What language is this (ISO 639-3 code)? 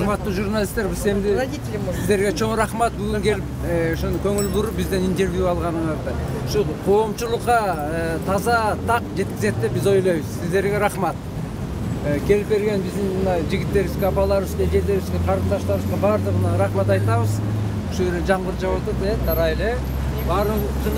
kir